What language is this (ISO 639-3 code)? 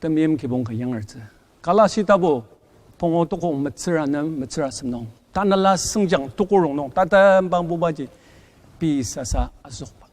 njo